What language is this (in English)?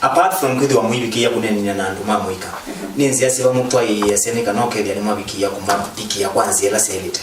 Kamba